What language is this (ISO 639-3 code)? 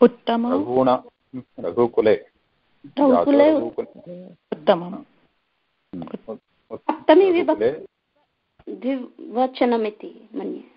san